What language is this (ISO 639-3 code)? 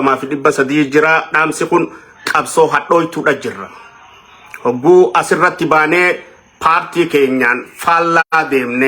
orm